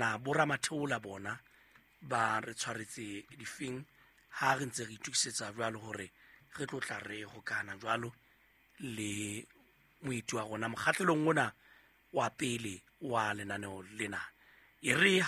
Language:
Southern Sotho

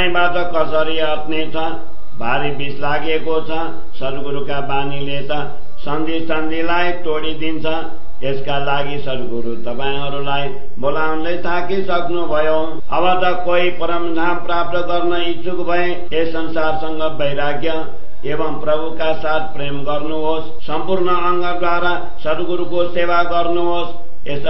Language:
Nepali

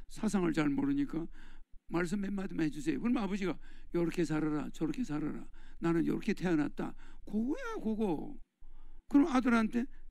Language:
Korean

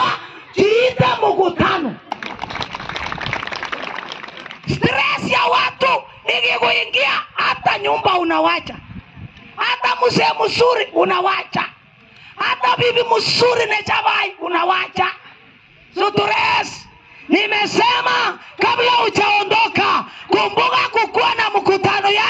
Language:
Swahili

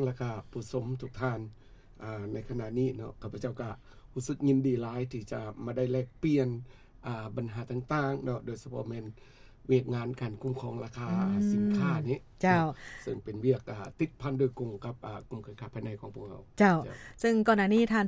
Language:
Lao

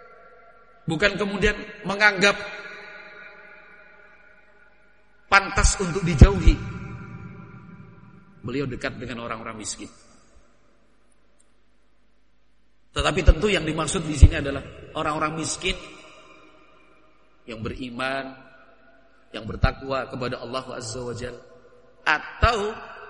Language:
Indonesian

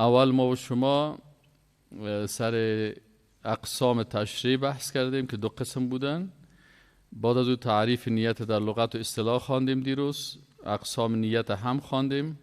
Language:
Persian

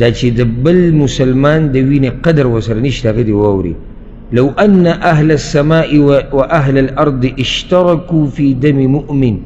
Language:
Pashto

